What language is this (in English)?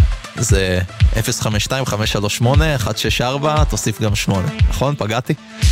Hebrew